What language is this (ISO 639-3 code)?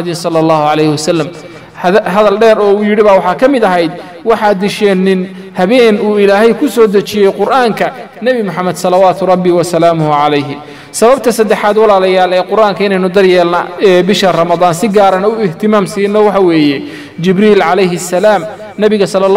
som